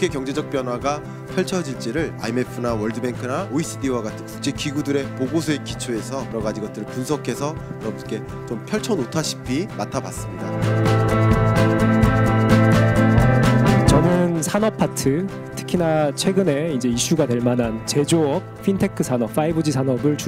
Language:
Korean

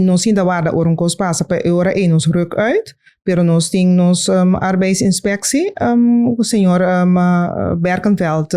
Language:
Papiamento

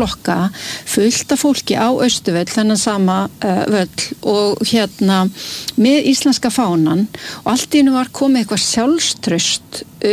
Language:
Icelandic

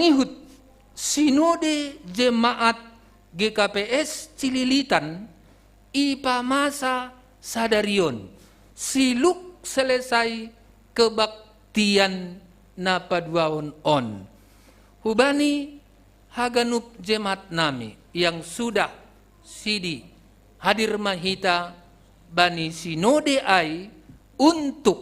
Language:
Batak Simalungun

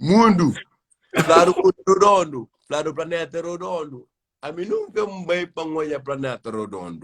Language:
Kabuverdianu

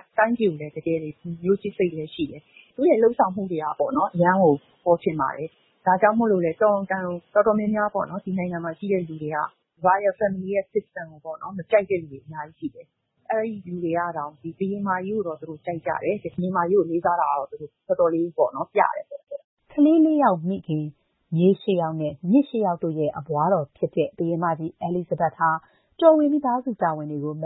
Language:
Burmese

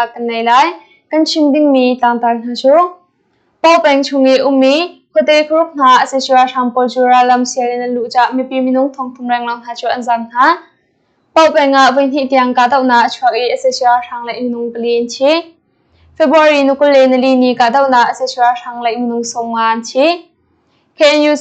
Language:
Hakha Chin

